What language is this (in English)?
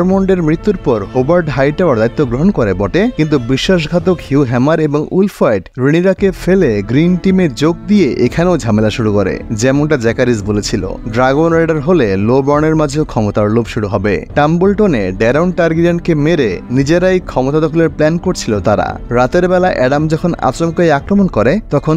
Bangla